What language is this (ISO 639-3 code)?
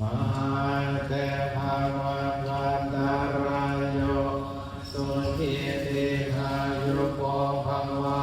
pli